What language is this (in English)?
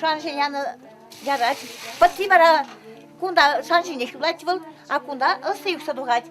Chuvash